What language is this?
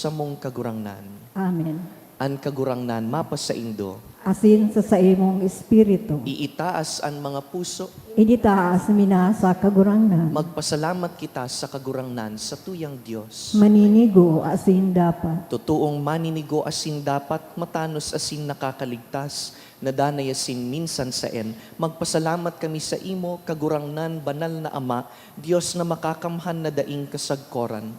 Bikol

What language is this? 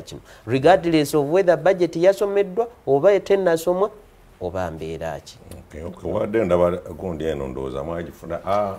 Ganda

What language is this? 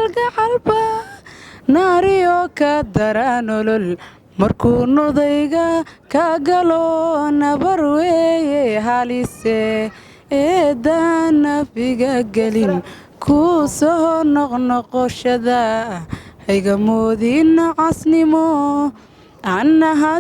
Somali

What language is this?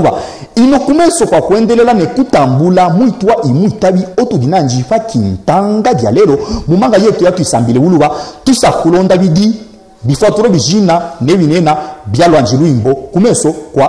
Luba-Katanga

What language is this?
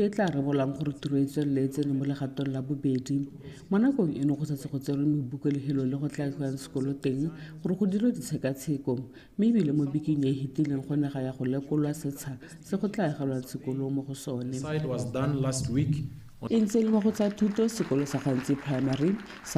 Tswana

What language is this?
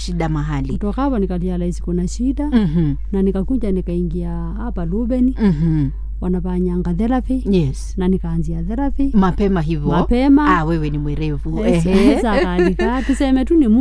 Swahili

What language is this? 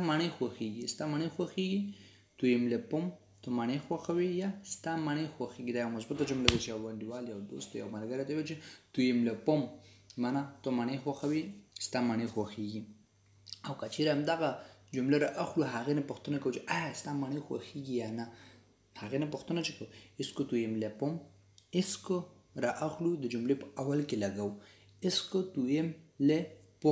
Pashto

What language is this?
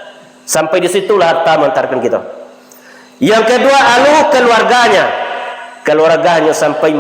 Minangkabau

